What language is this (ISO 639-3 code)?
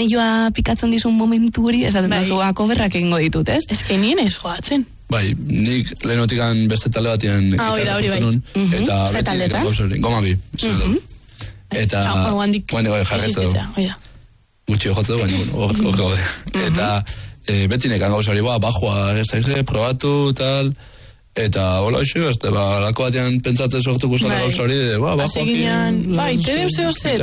eus